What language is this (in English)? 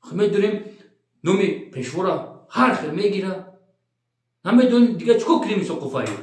Tajik